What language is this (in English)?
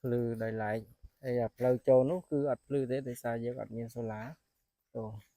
Khmer